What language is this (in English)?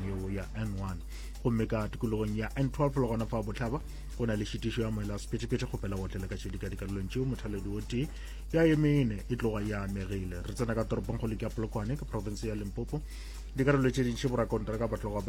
Northern Sotho